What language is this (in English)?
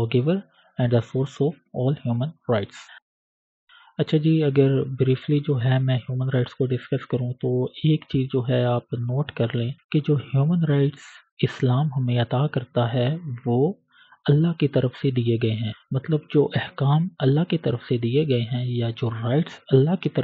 Urdu